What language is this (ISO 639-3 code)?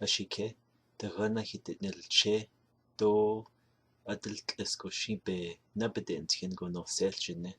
nav